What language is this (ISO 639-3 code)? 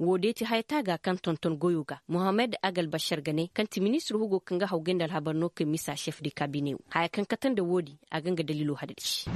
ses